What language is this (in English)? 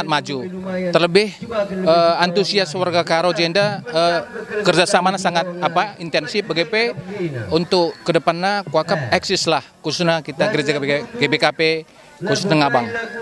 Batak Karo